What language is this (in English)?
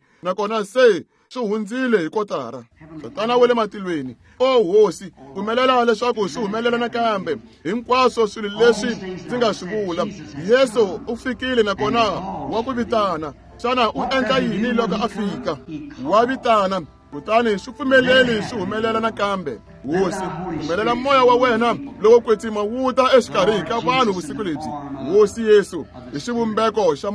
Tsonga